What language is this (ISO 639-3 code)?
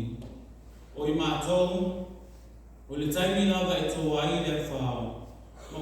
smo